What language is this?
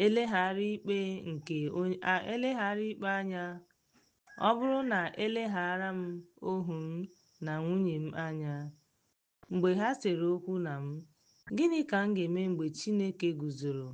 Igbo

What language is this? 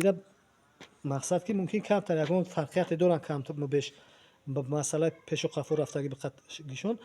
Tajik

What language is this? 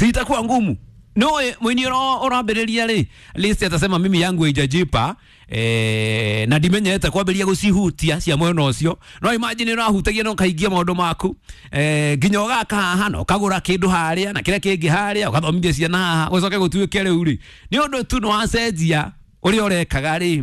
Kikuyu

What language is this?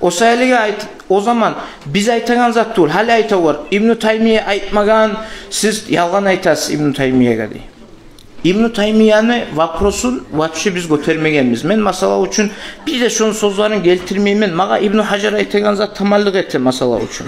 Kumyk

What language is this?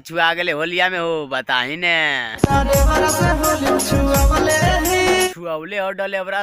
Magahi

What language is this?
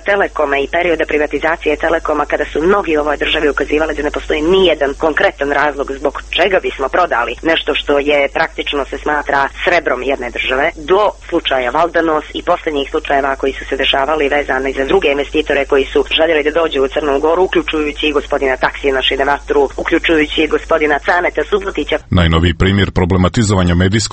Serbian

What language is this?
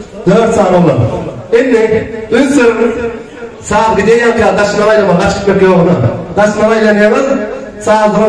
Turkmen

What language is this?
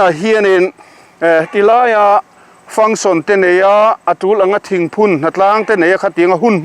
Mizo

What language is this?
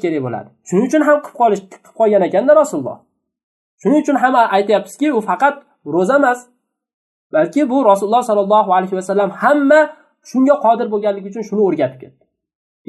Uzbek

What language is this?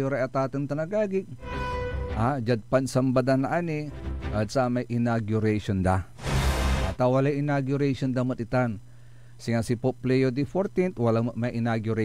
Pangasinan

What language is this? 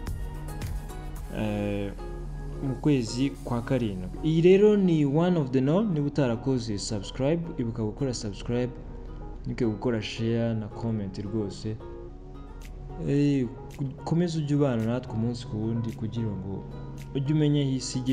Kinyarwanda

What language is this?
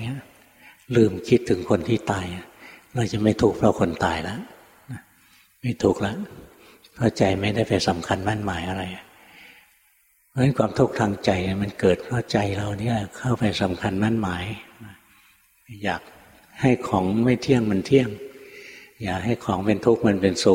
Thai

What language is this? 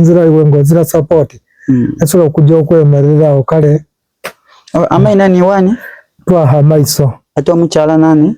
Soga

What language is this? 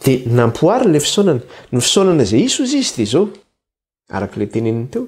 Malagasy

